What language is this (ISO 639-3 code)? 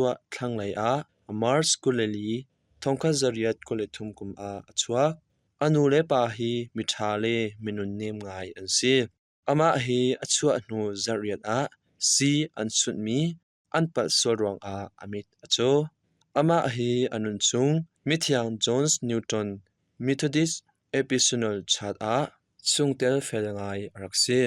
cnh